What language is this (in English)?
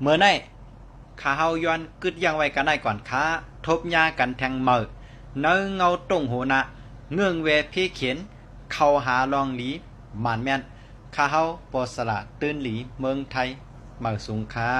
Shan